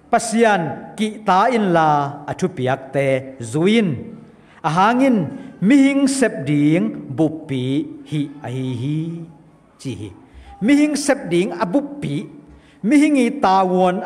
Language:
Tedim Chin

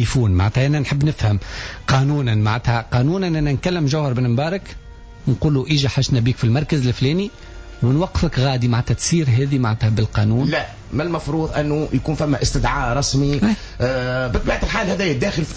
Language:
Tunisian Arabic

